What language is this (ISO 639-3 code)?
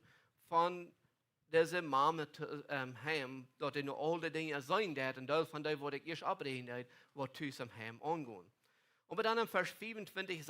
pdt